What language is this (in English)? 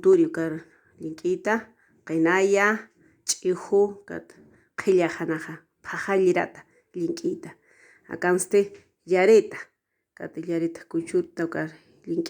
Aymara